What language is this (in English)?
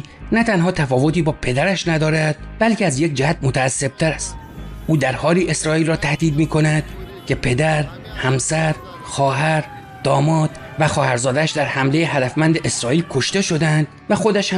Persian